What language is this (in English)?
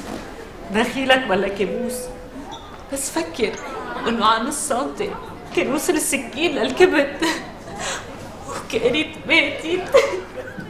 North Levantine Arabic